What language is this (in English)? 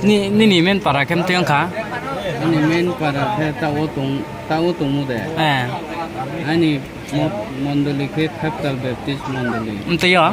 Riang (India)